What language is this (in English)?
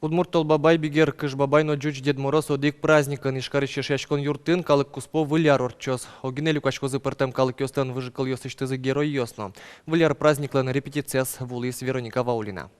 Udmurt